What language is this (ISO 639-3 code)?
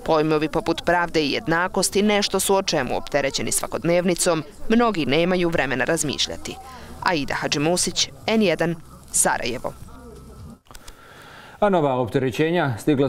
bos